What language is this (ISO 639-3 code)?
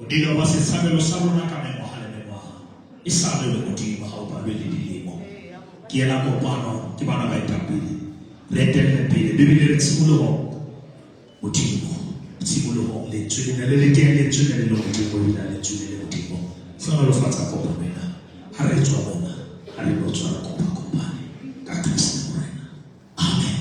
sot